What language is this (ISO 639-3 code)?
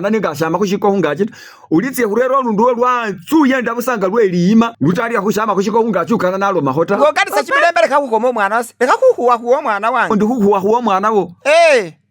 myx